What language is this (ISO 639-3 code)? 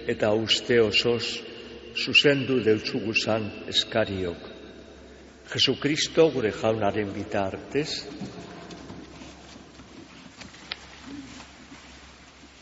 eus